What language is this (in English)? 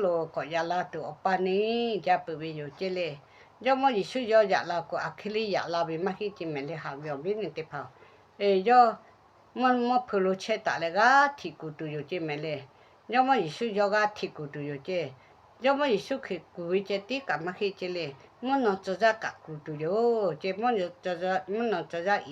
Lahu